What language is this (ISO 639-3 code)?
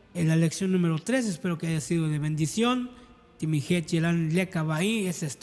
tzo